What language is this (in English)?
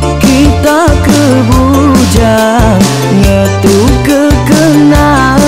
Iban